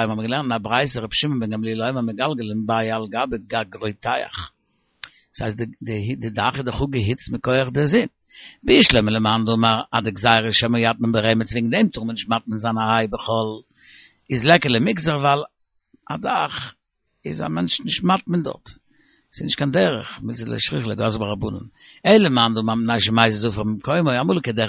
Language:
Yiddish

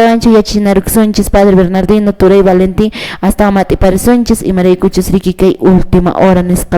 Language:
Quechua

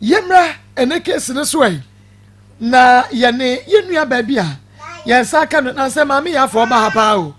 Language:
Akan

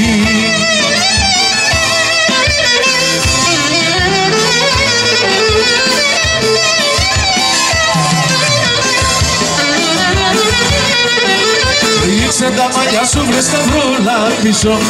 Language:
Greek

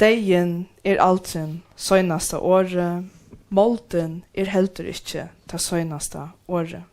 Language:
Faroese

